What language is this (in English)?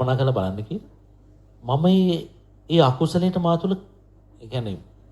Sinhala